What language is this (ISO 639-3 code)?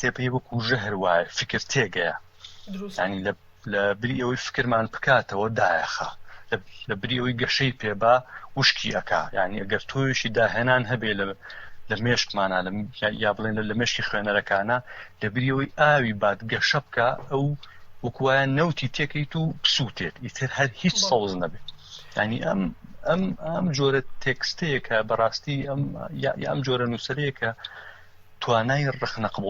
ckb